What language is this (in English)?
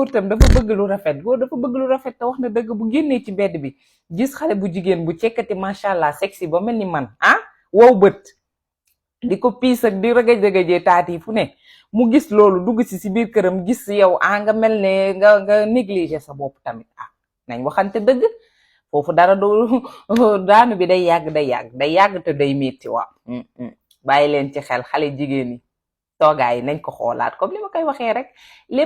Wolof